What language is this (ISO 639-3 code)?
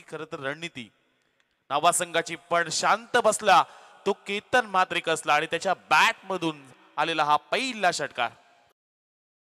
mar